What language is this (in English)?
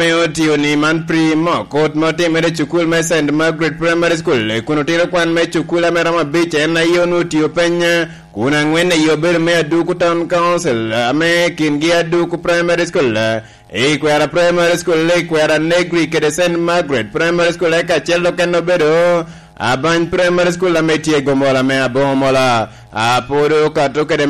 Lango (Uganda)